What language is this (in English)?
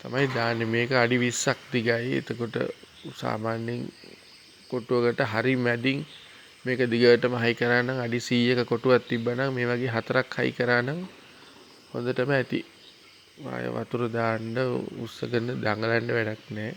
Sinhala